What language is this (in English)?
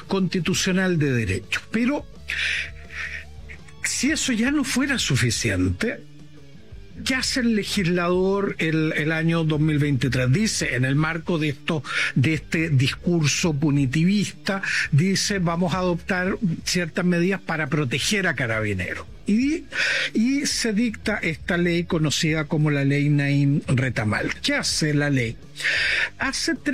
Spanish